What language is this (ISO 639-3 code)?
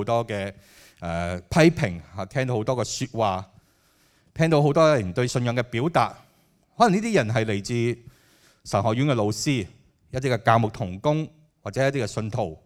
yue